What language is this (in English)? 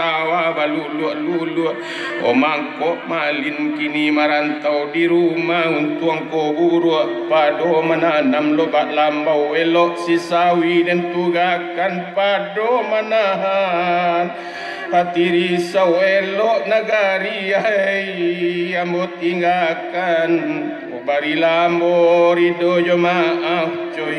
Minangkabau